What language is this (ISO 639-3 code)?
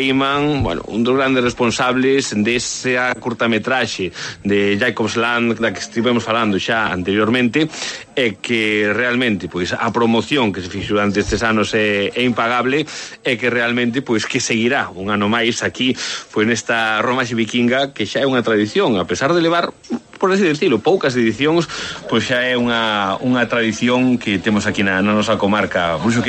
glg